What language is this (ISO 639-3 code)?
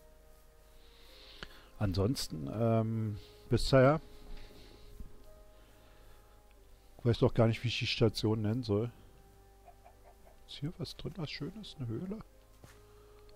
deu